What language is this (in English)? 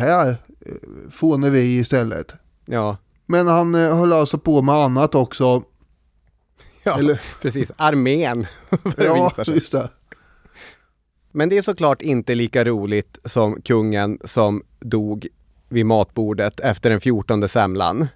Swedish